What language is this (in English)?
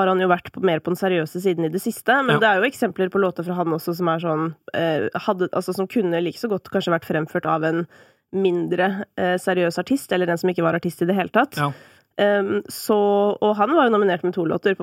Norwegian